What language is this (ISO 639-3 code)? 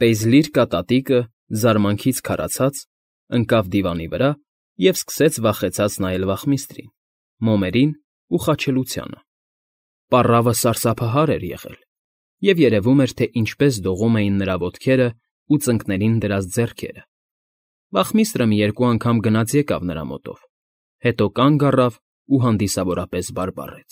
hye